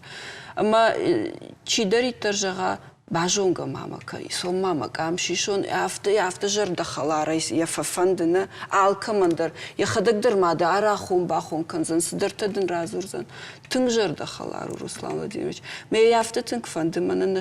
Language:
Ossetic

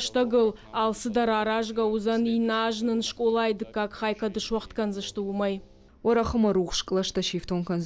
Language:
Ossetic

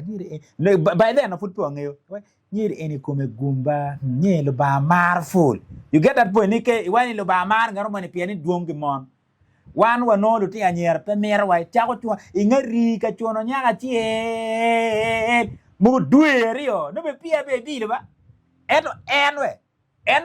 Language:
Acoli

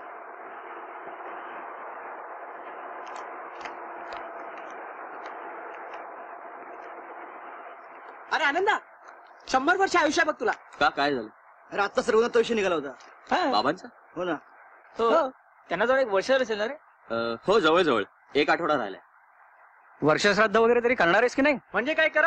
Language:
Marathi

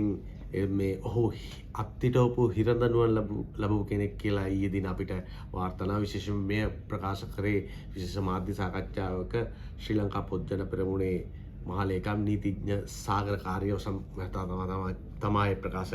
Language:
Sinhala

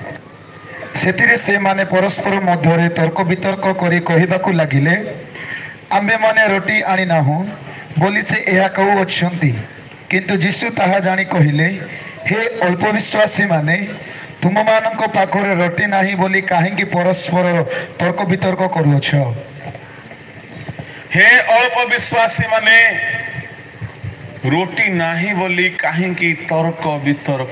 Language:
Odia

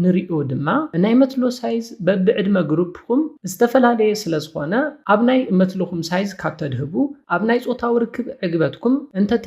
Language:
Tigrinya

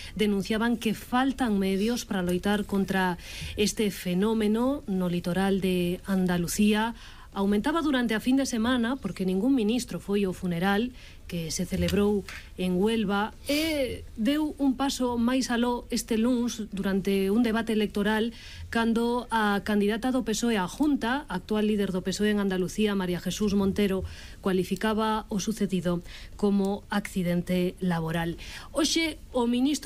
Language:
Galician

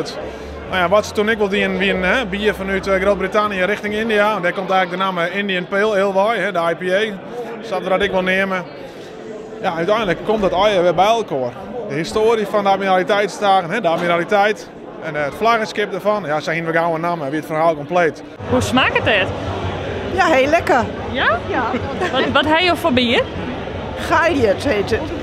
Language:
Western Frisian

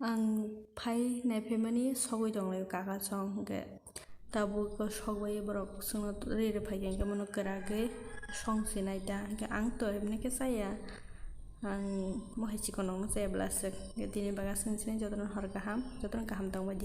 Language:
Kok Borok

